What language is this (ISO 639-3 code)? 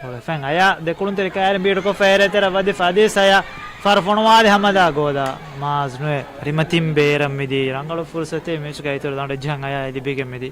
div